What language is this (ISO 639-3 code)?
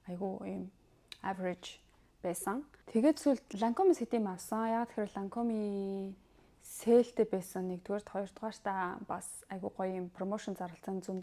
mon